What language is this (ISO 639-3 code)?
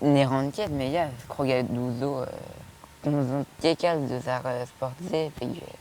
bre